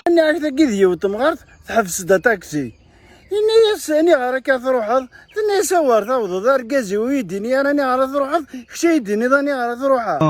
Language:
Kabyle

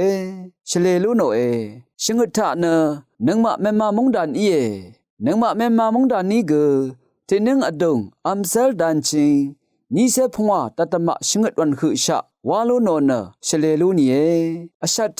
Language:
Rawang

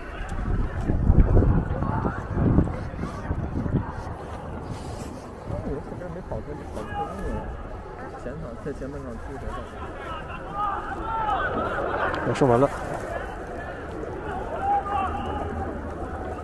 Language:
Chinese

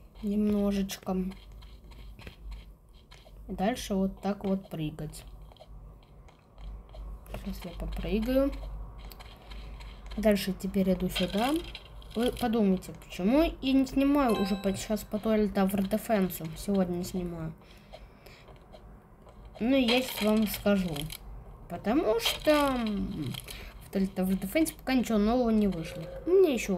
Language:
Russian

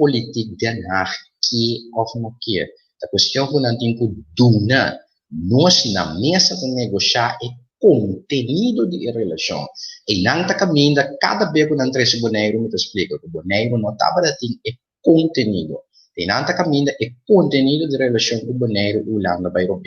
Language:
Papiamento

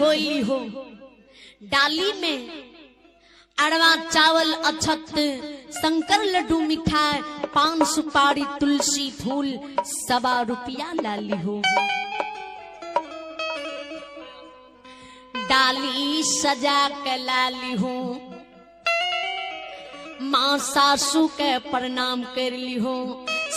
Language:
Bhojpuri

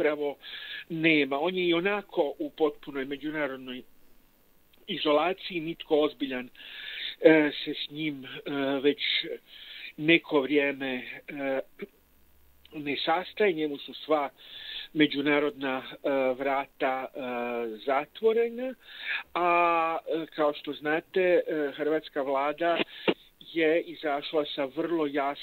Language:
Croatian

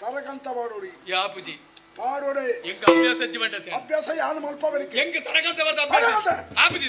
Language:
Tulu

